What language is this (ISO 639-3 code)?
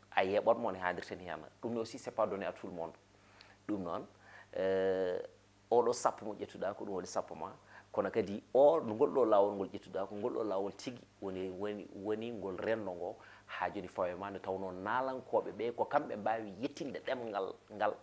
ful